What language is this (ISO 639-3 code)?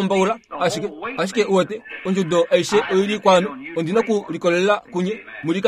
kua